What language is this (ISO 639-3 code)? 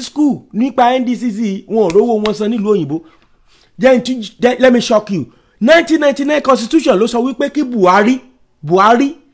yor